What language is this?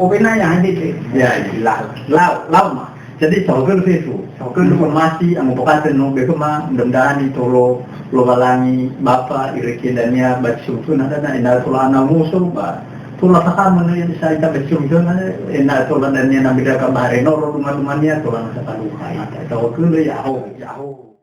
Nias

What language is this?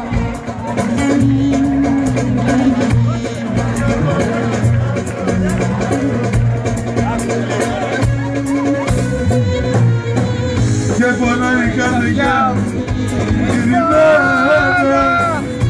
Greek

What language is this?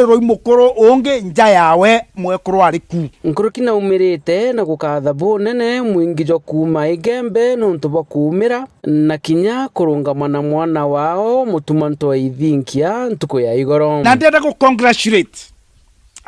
Meru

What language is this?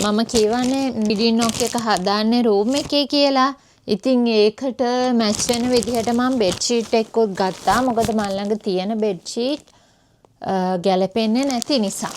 Sinhala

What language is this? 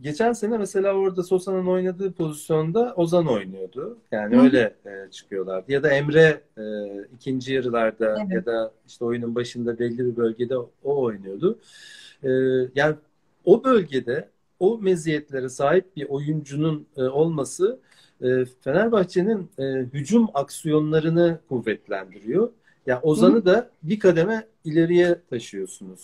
Turkish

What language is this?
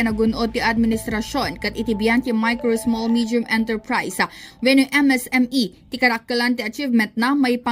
Iloko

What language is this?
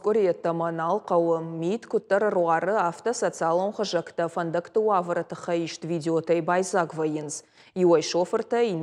Ossetic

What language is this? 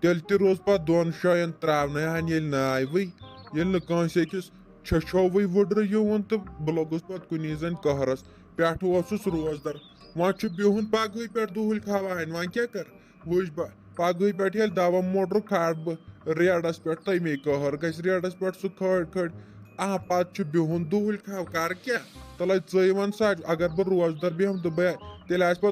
Kashmiri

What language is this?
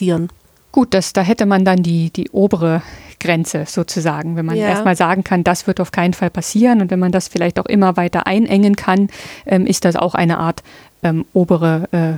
German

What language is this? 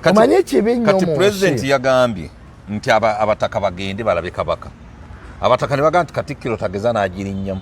Ganda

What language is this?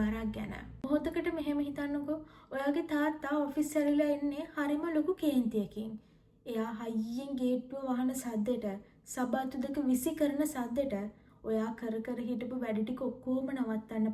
Sinhala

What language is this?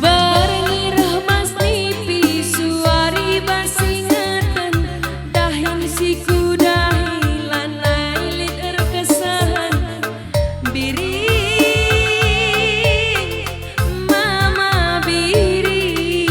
Batak Karo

